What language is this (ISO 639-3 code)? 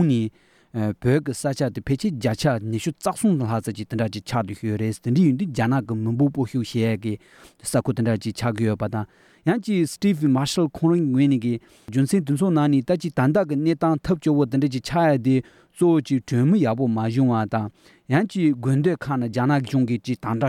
lav